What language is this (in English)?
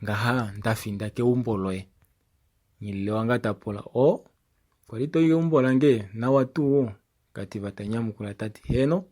Kuanyama